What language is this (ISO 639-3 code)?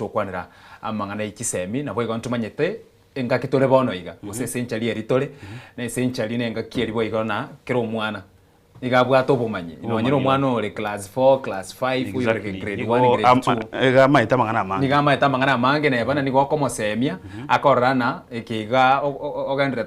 guz